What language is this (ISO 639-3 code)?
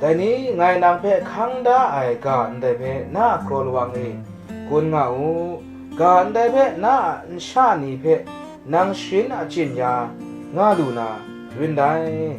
kac